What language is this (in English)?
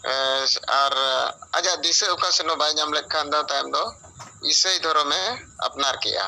Santali